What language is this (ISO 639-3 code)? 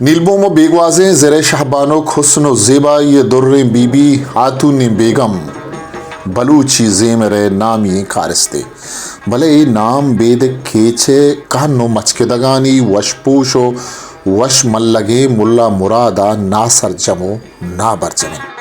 bal